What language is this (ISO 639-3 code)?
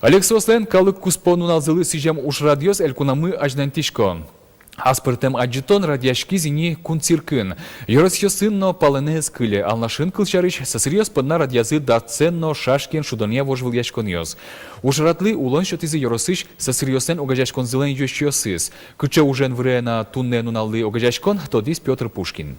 udm